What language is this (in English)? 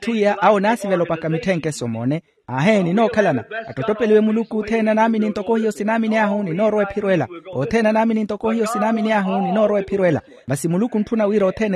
Makhuwa